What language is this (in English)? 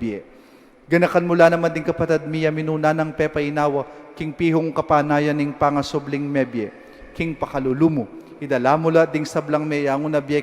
Pampanga